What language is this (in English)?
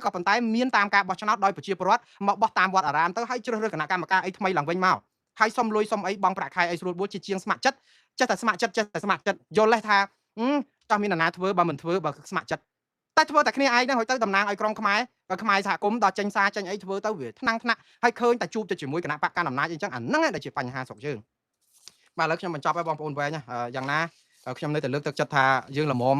Khmer